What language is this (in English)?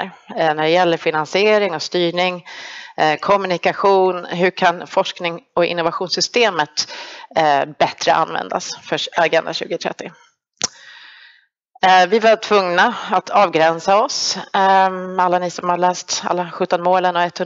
Swedish